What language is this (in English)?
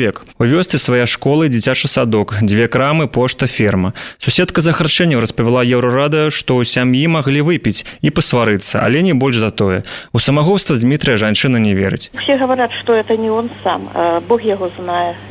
Belarusian